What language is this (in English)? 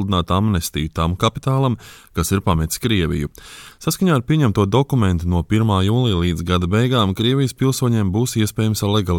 Latvian